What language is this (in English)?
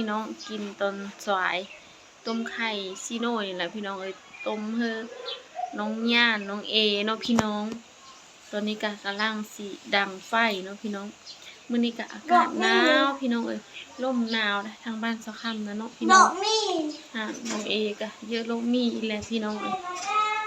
Lao